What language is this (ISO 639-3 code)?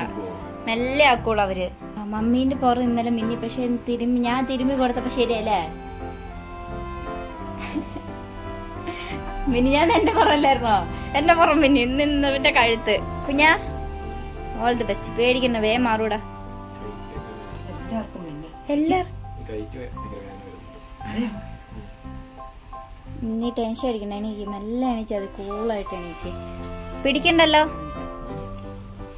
mal